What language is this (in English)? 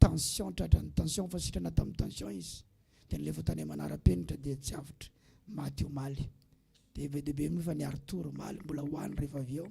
Malagasy